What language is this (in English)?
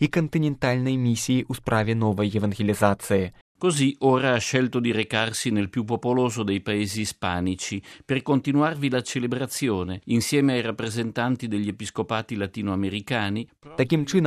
Belarusian